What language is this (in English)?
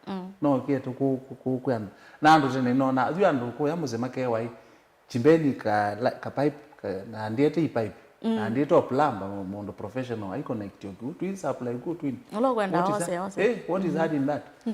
Kamba